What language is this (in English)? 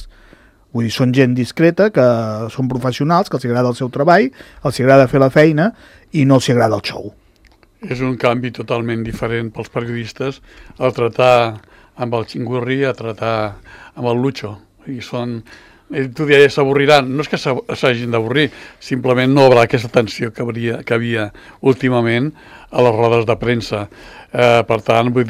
Catalan